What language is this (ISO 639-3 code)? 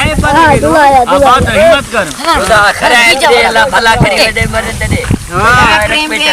skr